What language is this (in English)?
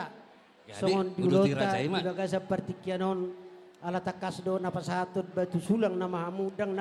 Batak Toba